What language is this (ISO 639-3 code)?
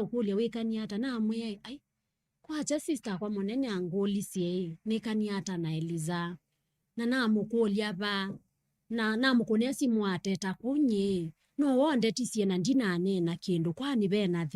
kam